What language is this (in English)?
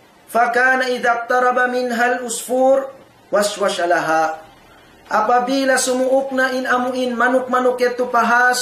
Tausug